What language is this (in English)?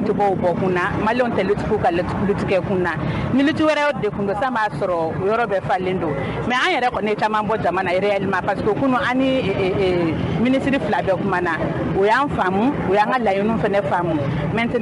Bambara